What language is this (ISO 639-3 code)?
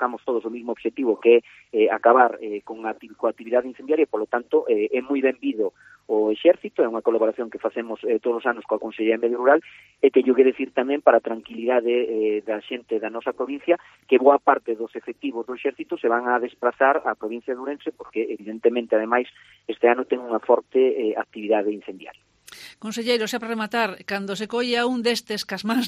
glg